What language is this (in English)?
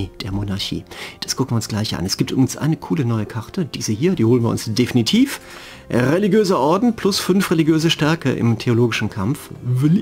German